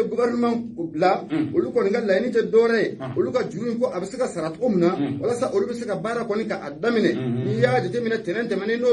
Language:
Bambara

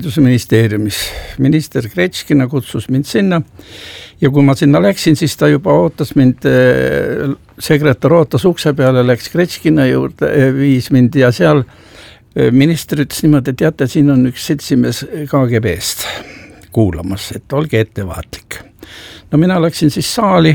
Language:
Estonian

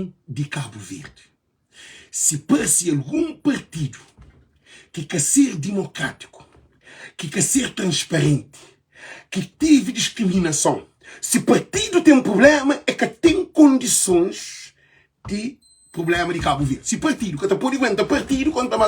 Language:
Kabuverdianu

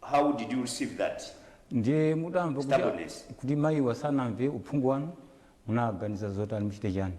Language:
Nyanja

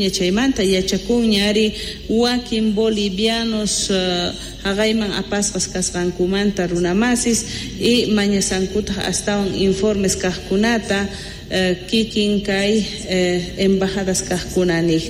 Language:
Quechua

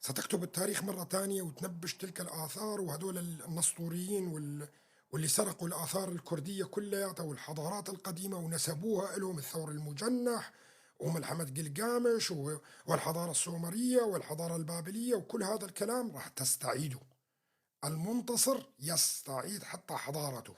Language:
North Levantine Arabic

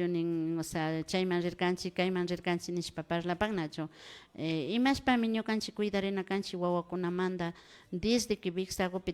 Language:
Imbabura Highland Quichua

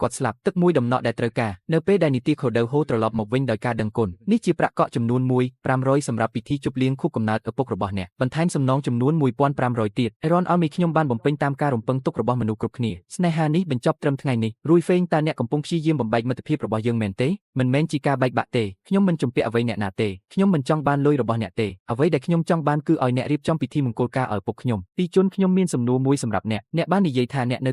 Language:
Khmer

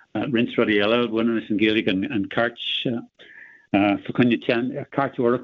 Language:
Irish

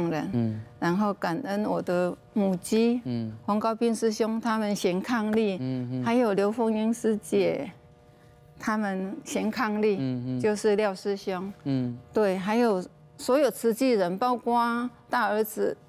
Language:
Chinese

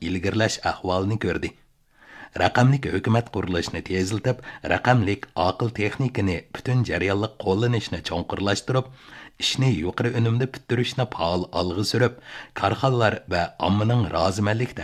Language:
Uyghur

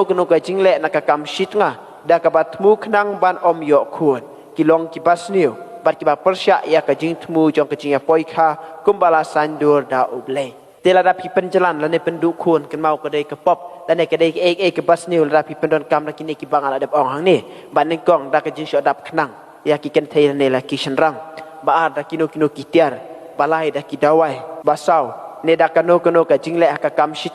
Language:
Khasi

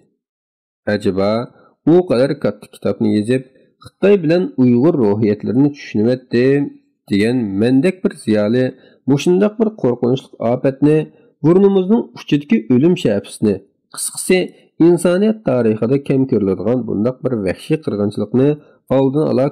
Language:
Uyghur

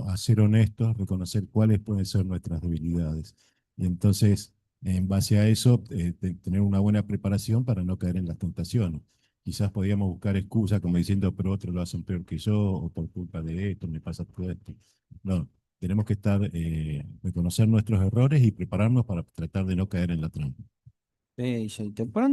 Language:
Guarani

